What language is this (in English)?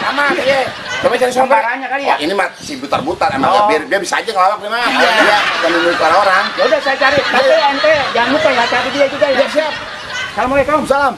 Betawi